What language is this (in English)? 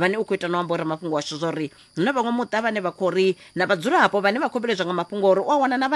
Venda